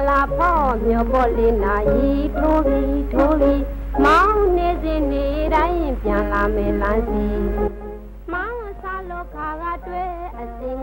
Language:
Burmese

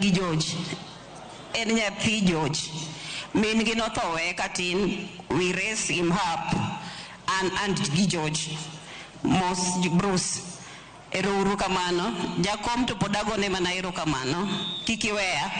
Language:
Luo (Kenya and Tanzania)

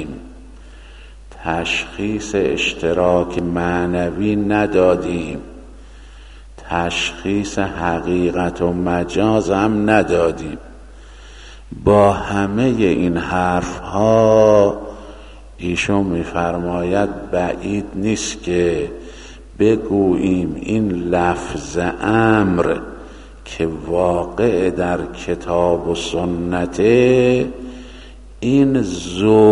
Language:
Persian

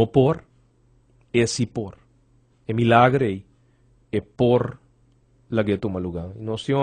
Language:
Papiamento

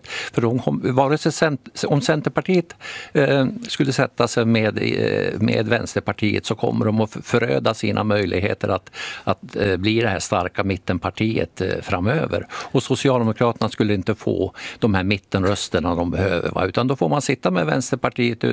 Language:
Swedish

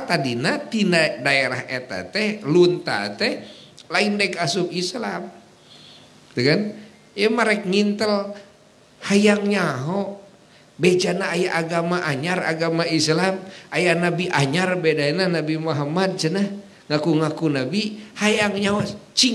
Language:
Sundanese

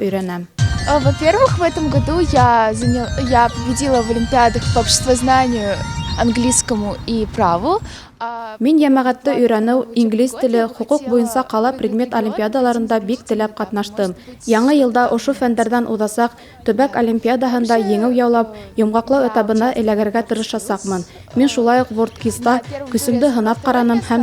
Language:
Bashkir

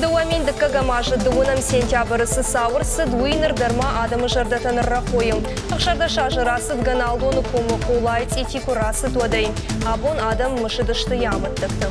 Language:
Ossetic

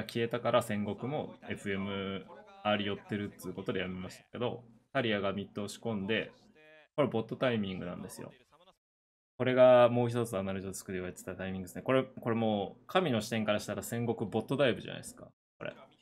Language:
Japanese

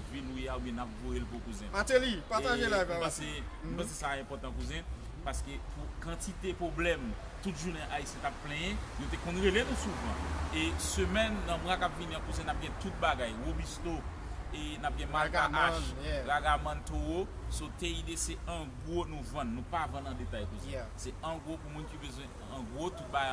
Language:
Haitian Creole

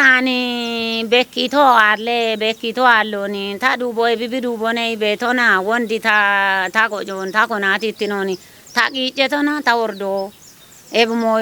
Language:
Kafa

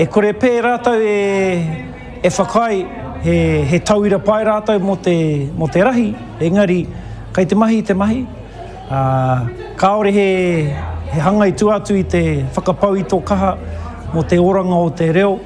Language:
Māori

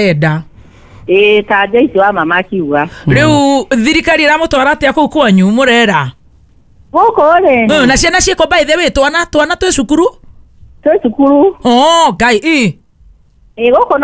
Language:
Kikuyu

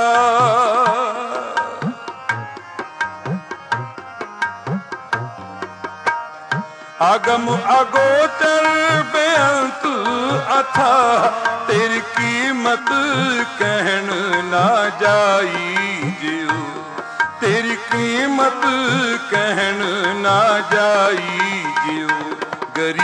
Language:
Punjabi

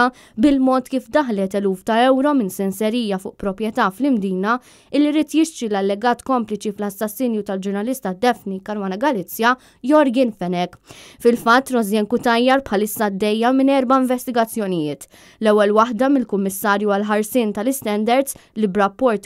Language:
Maltese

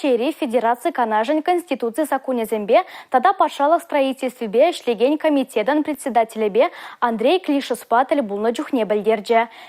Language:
Chuvash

